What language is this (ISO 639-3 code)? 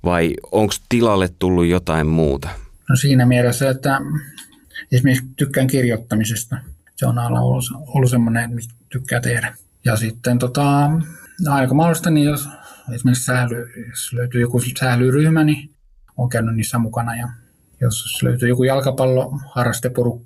fin